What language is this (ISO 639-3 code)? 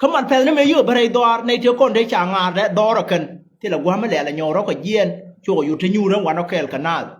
nus